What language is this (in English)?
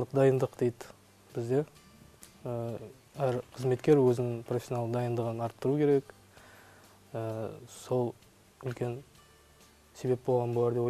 Kazakh